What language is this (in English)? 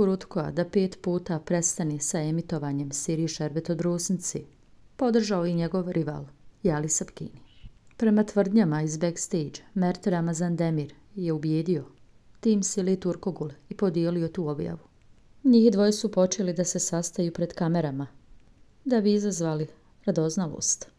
Bosnian